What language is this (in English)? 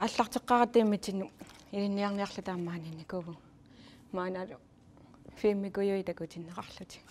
Kalaallisut